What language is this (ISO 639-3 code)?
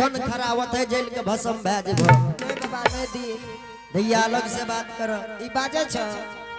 anp